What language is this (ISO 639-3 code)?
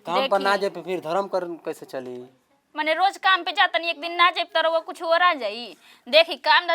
bho